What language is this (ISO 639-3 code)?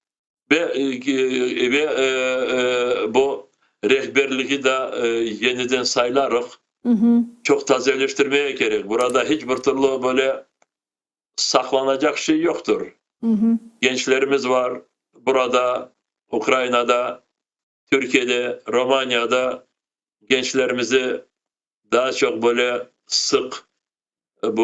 crh